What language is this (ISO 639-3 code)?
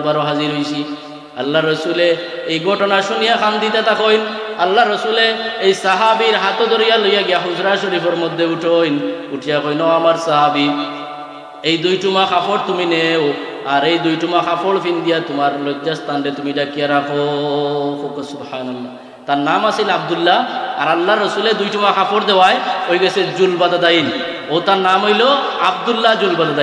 syl